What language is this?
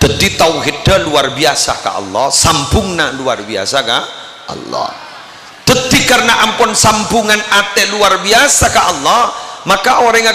Madurese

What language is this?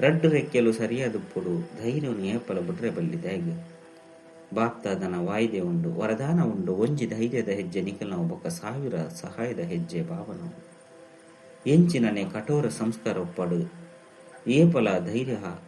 Tulu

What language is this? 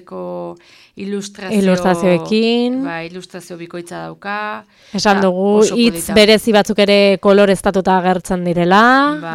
Basque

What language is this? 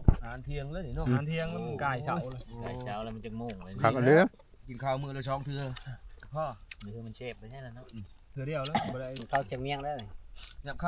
Northeastern Thai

